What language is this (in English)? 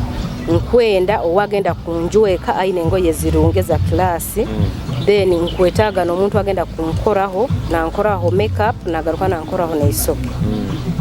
Nyoro